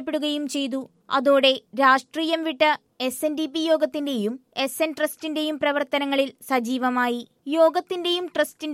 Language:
Malayalam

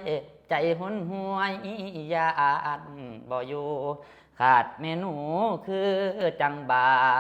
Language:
Lao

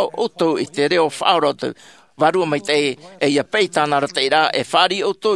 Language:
Tahitian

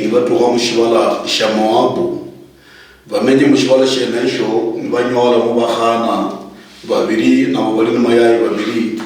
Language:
Luyia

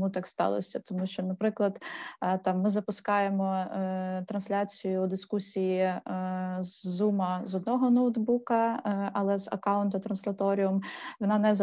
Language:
Ukrainian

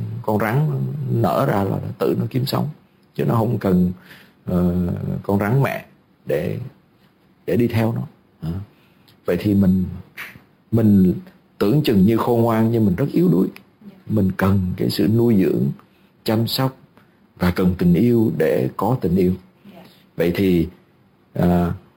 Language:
Vietnamese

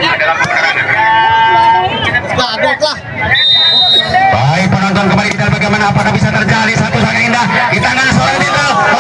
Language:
Indonesian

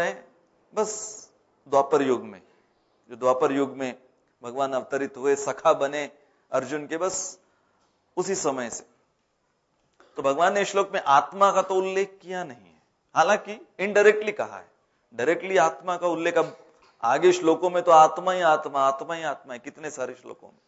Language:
Hindi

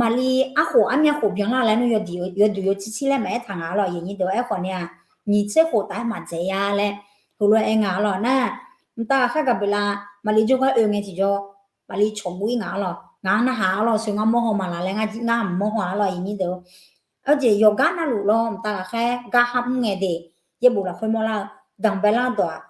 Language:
Akha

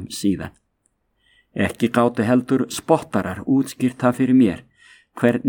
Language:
Icelandic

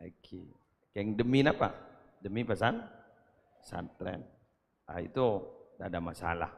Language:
Madurese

